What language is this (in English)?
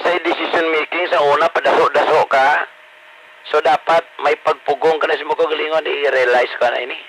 Hiligaynon